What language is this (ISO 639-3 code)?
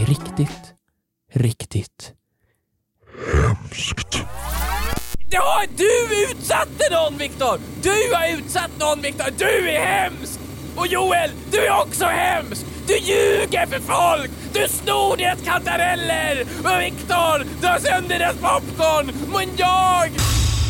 swe